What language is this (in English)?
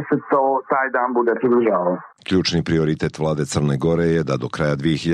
Croatian